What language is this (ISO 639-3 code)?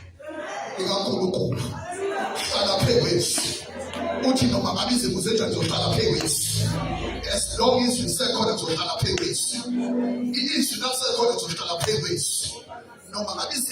zul